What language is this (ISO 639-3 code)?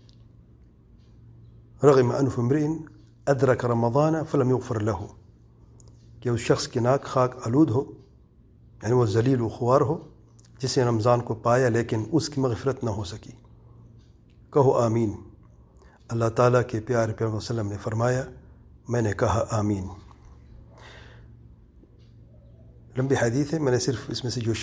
urd